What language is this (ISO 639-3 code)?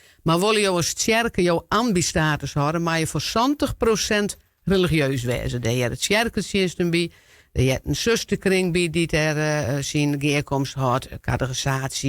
fry